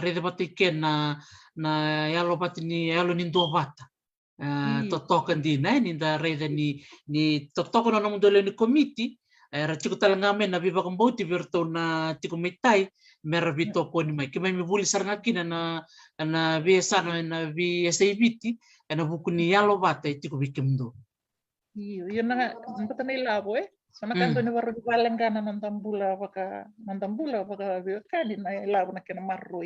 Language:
Fijian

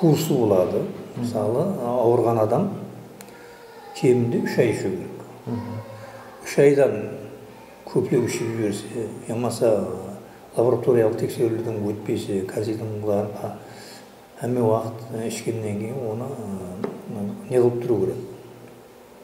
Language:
Kara-Kalpak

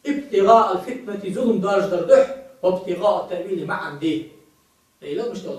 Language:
Ingush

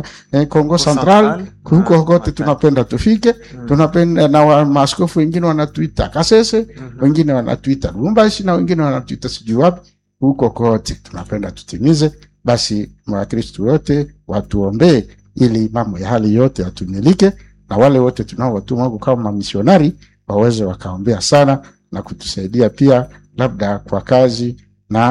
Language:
Swahili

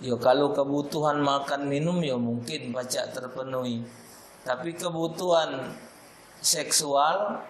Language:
Musi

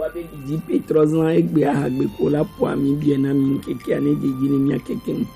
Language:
Gen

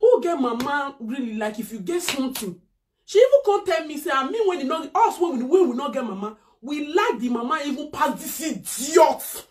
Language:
Nigerian Pidgin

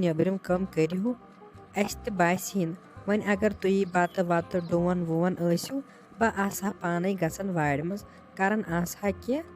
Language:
Kashmiri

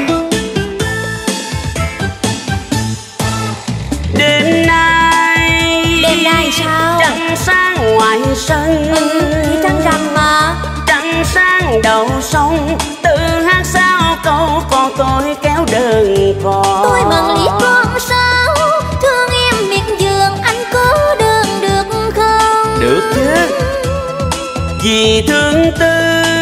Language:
Vietnamese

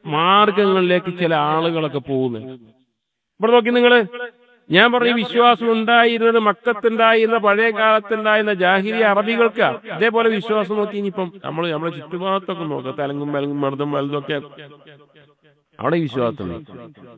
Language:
Malayalam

